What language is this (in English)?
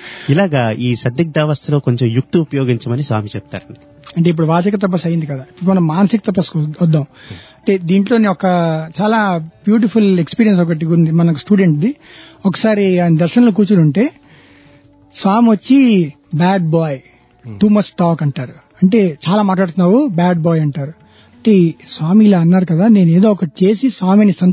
Telugu